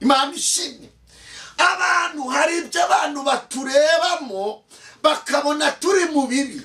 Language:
Kinyarwanda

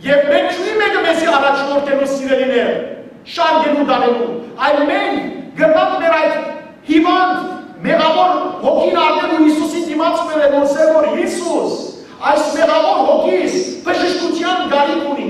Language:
Western Armenian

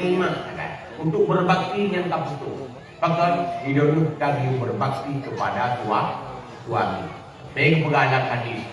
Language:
Achinese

